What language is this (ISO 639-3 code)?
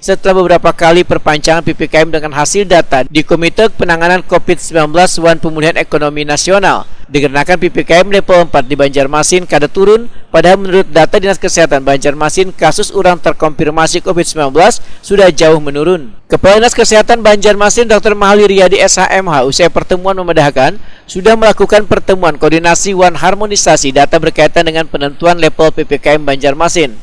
bjn